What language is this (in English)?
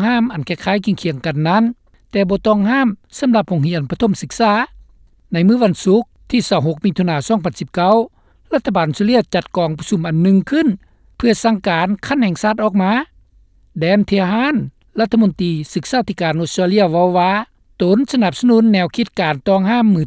Lao